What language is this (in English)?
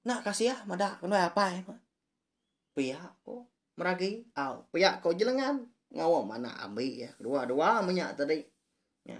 Iban